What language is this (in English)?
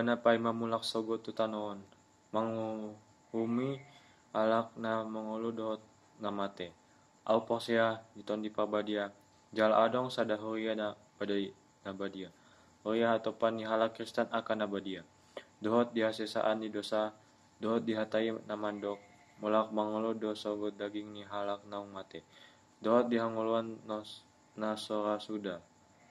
Batak Toba